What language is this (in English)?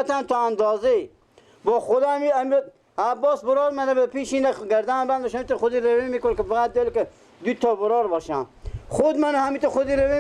Persian